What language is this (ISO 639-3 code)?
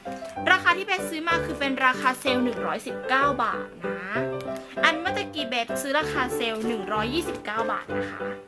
tha